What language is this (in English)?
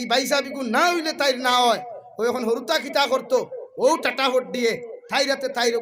Sylheti